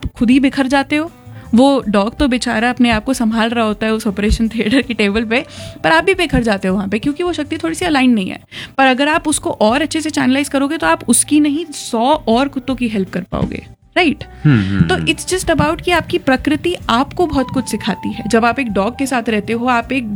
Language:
Hindi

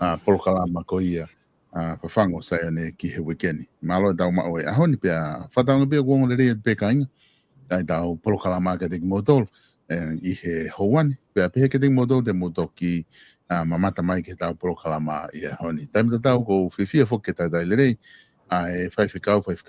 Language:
Tongan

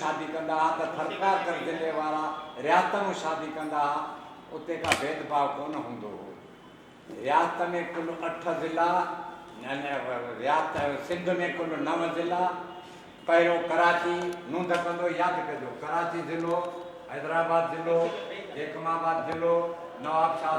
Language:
Sindhi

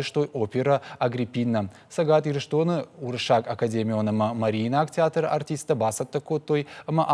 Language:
Ossetic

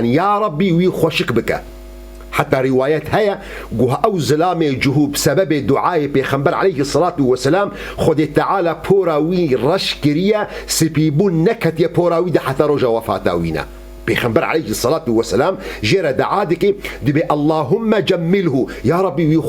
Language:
Kurdish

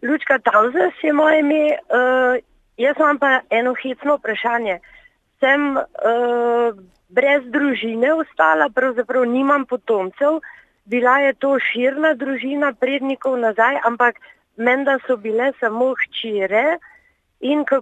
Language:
Slovenian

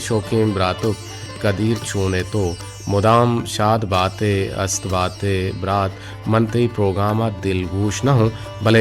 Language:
Baluchi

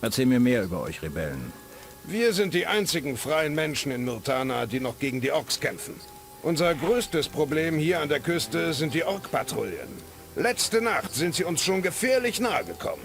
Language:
Bavarian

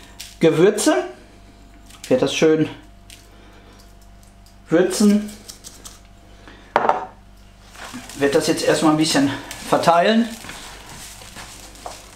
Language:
German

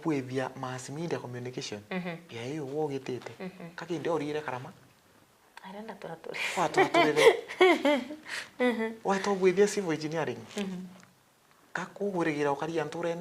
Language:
Meru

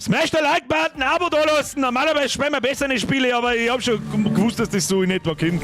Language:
Bavarian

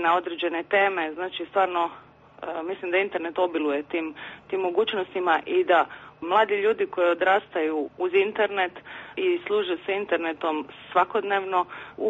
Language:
Croatian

